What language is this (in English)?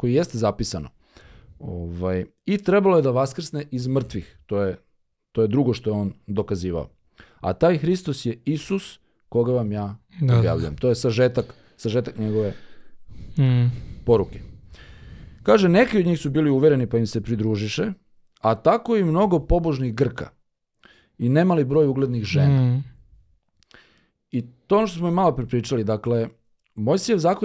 Serbian